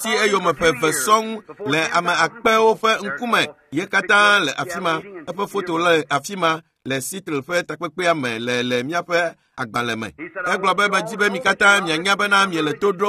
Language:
Ewe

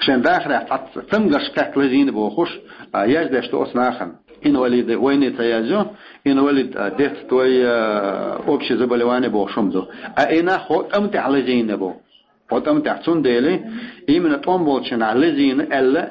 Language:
Chechen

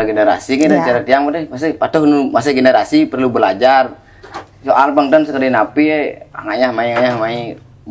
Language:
Balinese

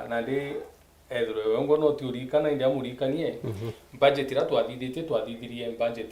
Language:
Meru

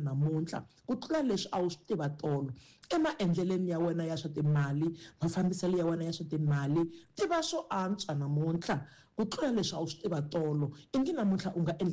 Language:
Tsonga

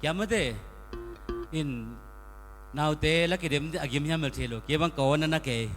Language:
Tedim Chin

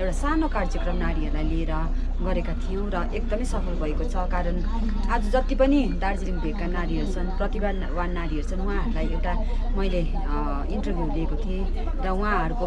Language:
Nepali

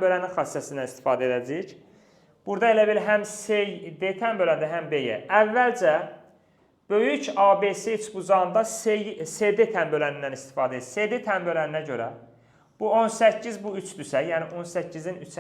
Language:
Azerbaijani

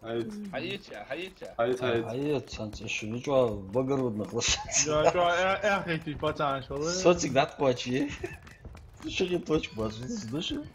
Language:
Ingush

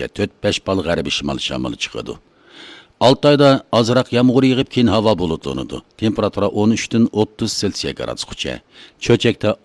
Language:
Uyghur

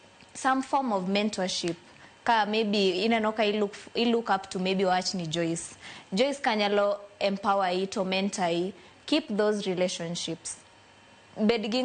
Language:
Luo (Kenya and Tanzania)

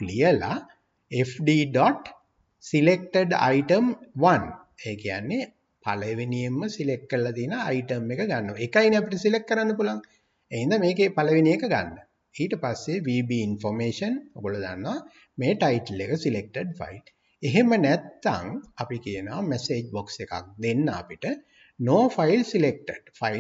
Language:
Sinhala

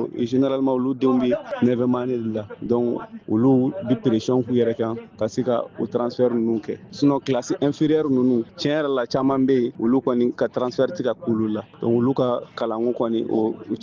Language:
Bambara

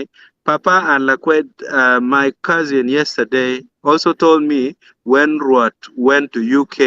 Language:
Acoli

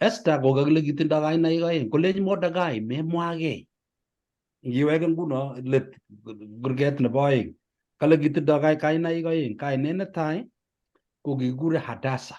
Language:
Kalenjin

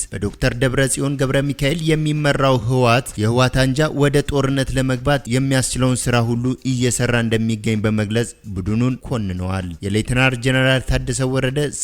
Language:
Amharic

